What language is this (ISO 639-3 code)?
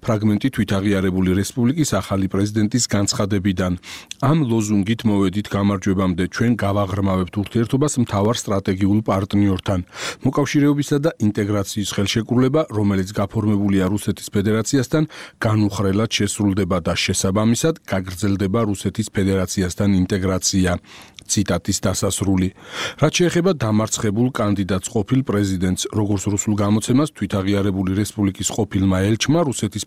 kat